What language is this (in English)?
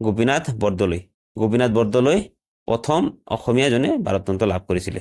Assamese